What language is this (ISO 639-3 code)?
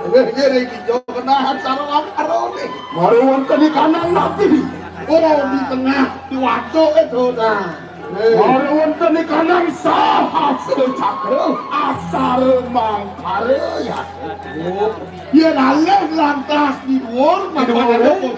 ban